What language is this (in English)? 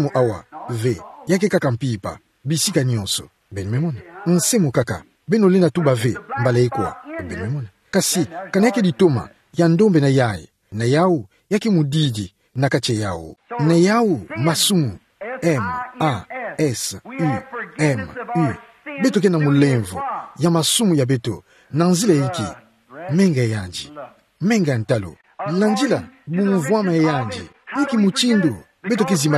Kituba (Democratic Republic of Congo)